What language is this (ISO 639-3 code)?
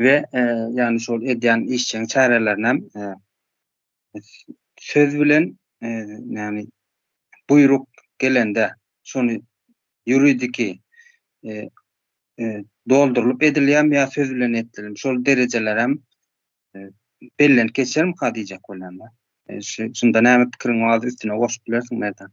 tuk